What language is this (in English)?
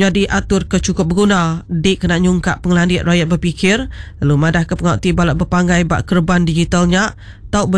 Iban